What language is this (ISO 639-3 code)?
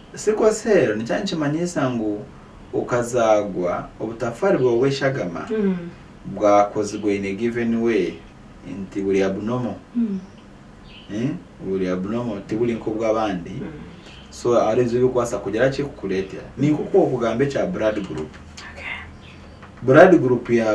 nyn